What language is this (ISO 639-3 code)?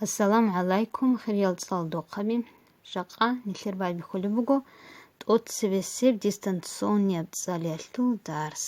ava